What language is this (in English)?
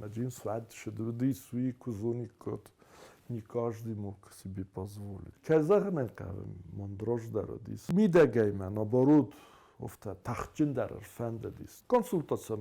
Ossetic